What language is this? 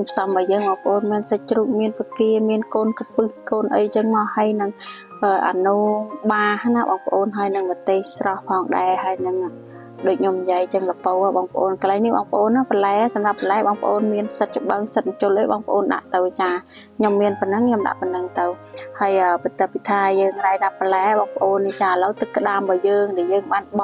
Khmer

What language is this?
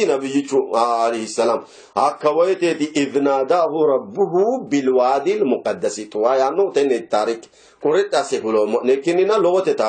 Sidamo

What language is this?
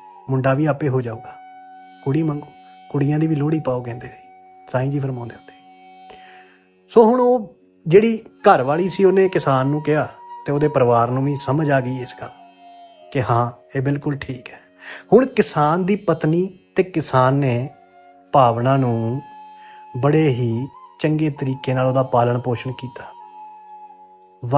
Punjabi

